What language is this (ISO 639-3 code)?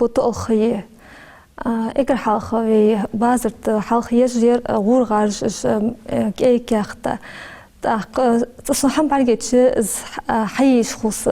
inh